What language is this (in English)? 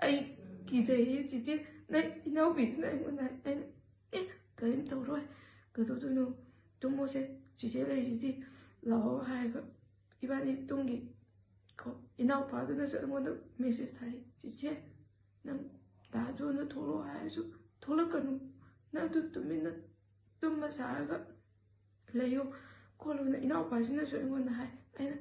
Manipuri